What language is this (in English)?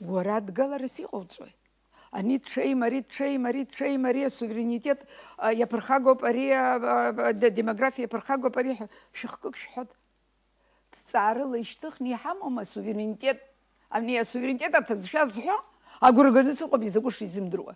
Abkhazian